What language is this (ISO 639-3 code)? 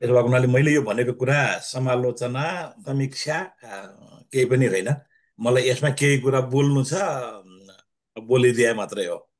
nep